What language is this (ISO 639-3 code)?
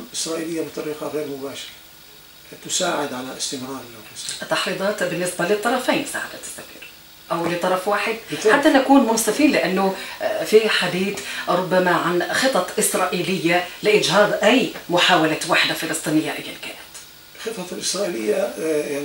ara